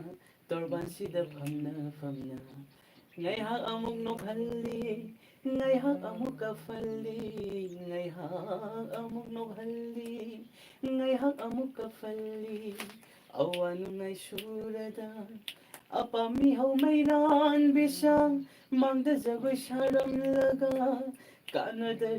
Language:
Manipuri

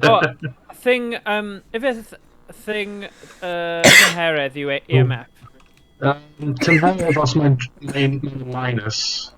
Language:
Welsh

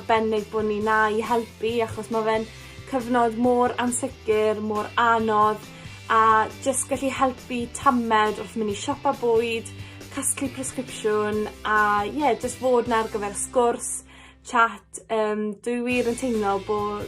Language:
Welsh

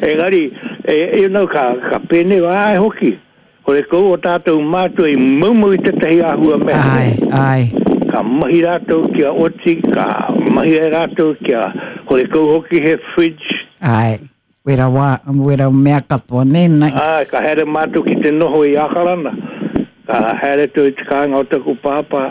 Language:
Māori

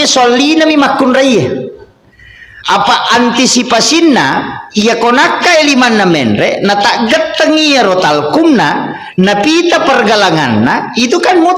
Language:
Buginese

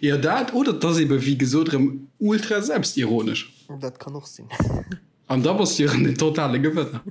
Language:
Luxembourgish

